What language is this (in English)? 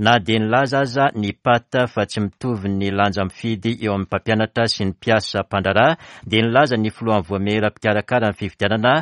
Malagasy